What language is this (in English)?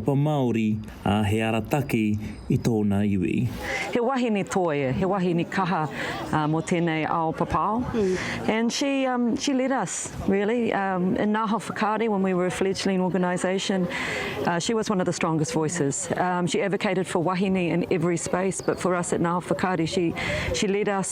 Māori